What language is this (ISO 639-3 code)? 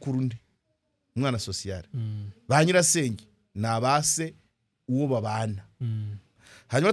kin